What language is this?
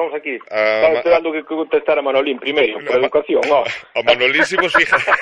Galician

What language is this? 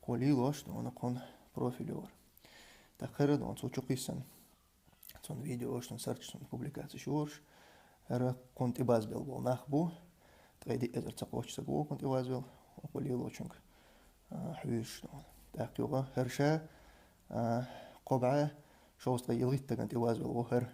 Chechen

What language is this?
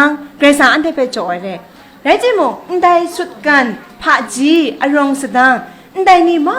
Kachin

